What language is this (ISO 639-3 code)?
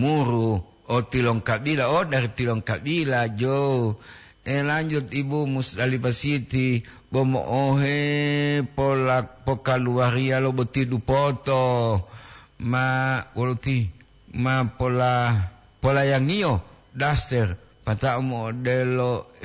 gor